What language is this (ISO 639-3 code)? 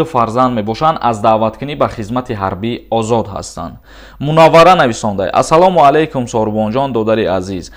tgk